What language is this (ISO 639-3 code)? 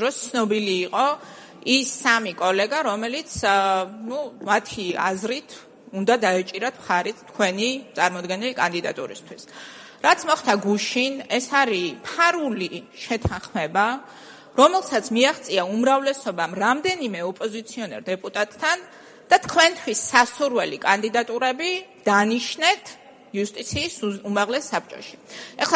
kat